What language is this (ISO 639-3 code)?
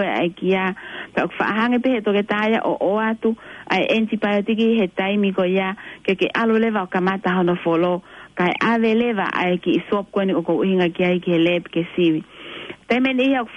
ton